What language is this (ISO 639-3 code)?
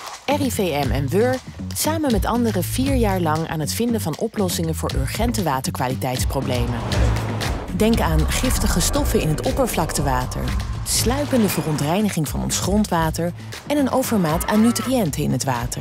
nld